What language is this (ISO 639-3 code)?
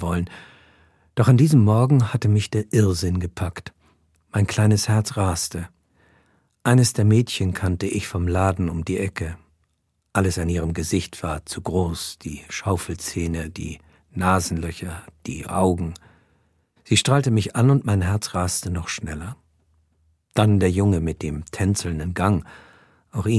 gsw